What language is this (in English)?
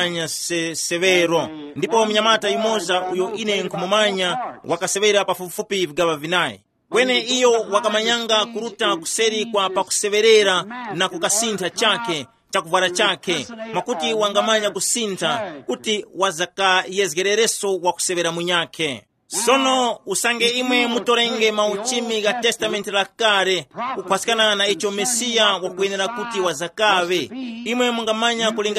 Tumbuka